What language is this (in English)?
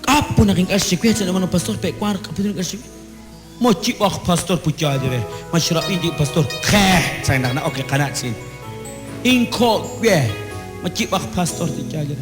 Kekchí